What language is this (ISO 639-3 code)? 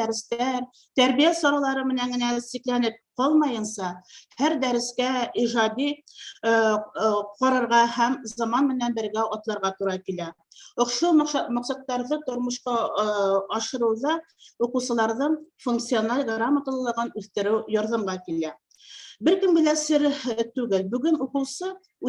bak